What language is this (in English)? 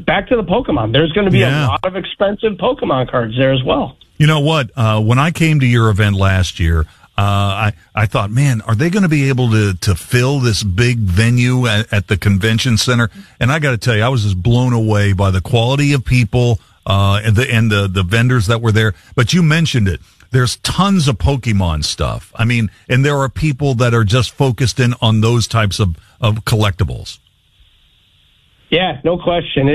English